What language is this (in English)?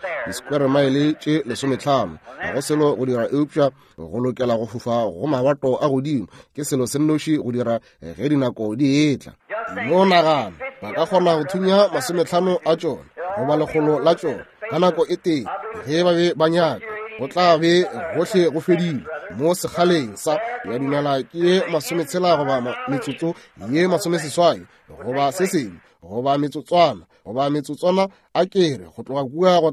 Northern Sotho